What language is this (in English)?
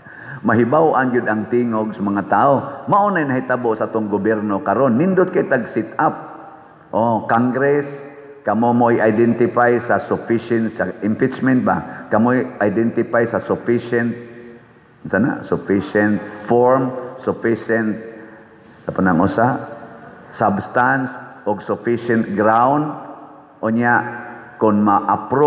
Cebuano